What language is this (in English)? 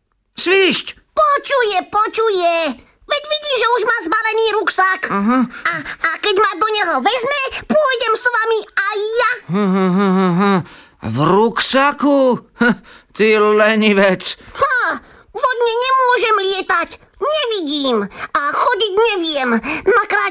Slovak